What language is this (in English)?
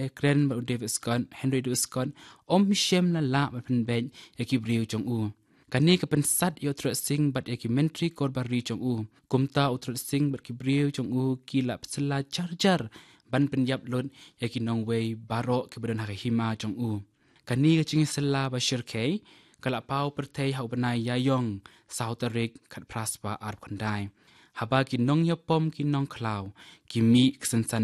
Khasi